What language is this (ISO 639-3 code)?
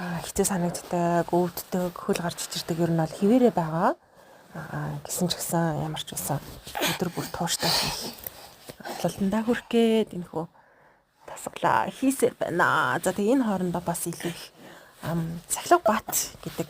mon